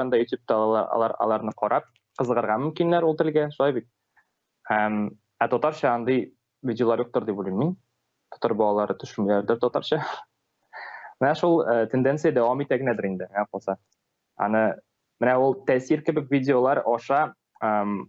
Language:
Tatar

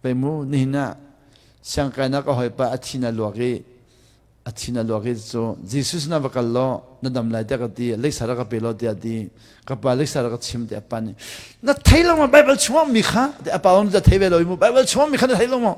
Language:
Hakha Chin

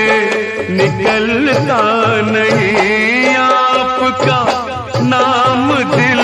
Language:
Hindi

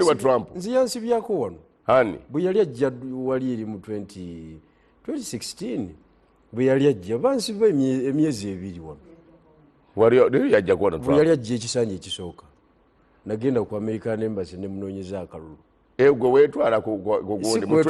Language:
Ganda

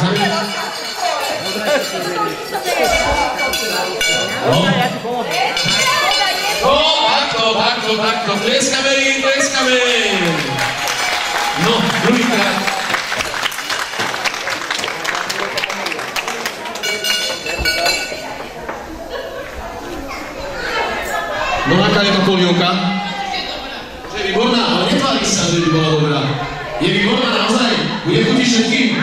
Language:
Slovak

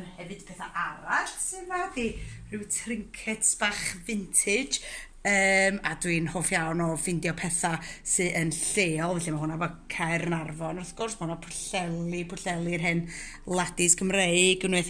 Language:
Welsh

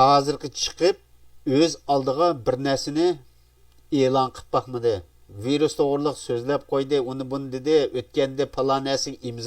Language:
Uyghur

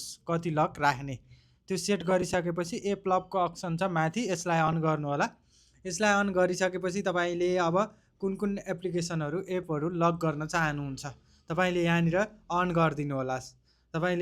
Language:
Nepali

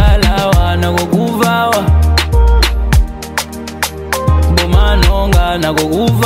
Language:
Lingala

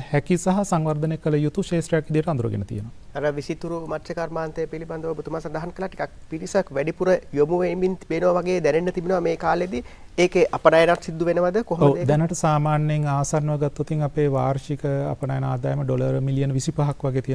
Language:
Sinhala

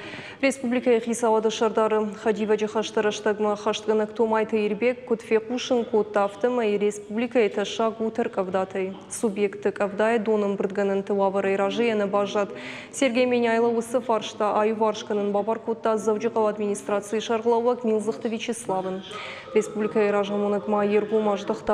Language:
Ossetic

